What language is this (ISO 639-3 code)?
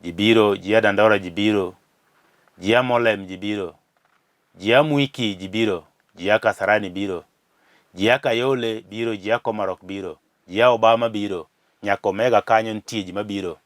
luo